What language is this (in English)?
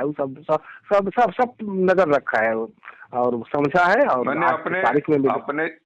Magahi